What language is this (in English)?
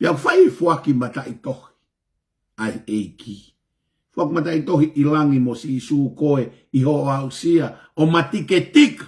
Tongan